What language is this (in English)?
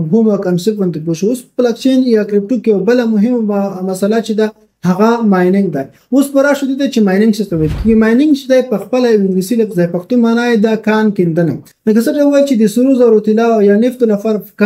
Pashto